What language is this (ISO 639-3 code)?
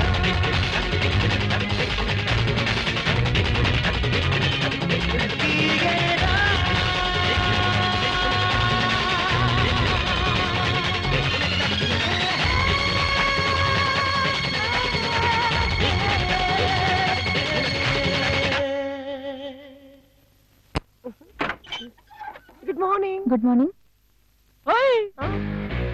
kan